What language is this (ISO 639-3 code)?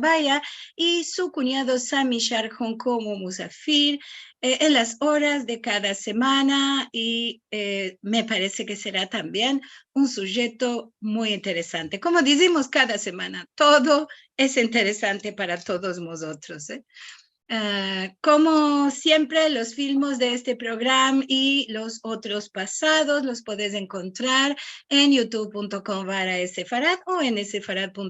lad